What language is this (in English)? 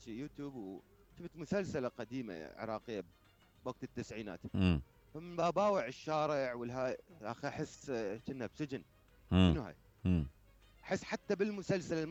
Mesopotamian Arabic